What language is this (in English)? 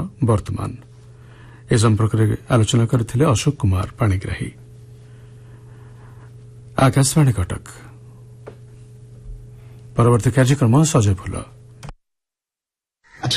Odia